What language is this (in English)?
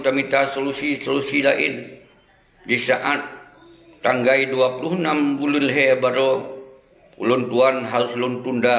Achinese